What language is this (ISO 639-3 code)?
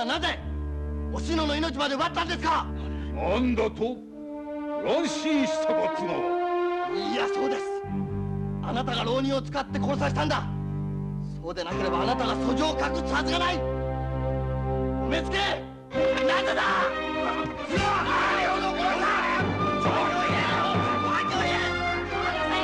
jpn